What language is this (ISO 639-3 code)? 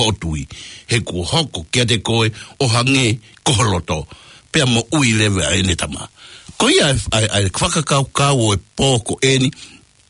ton